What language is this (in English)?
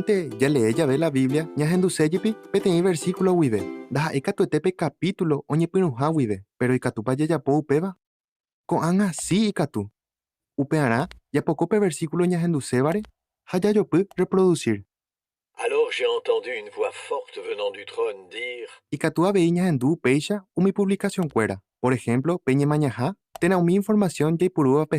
Guarani